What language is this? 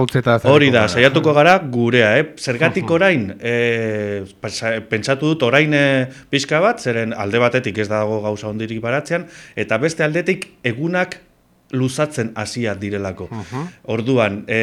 Basque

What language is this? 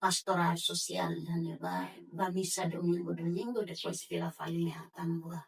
Tetum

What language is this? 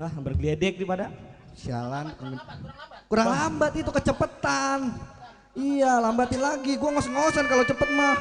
Betawi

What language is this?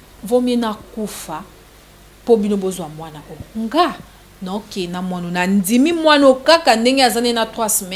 Lingala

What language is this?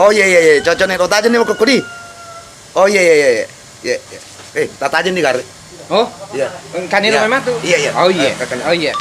Buginese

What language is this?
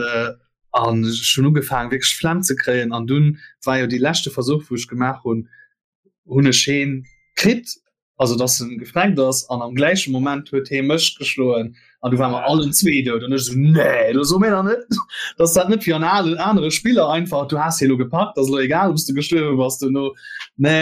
Luxembourgish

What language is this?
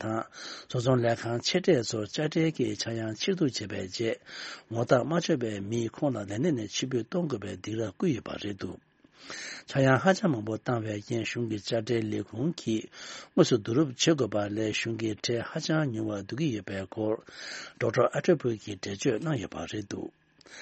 Tibetan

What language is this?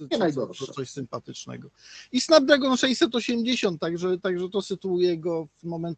Polish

